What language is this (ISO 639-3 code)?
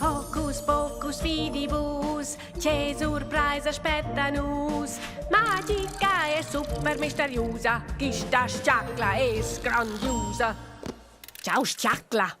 roh